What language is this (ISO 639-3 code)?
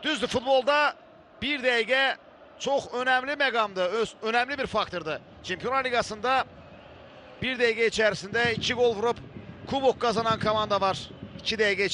aze